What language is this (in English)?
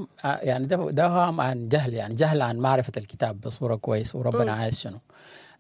Sudanese Arabic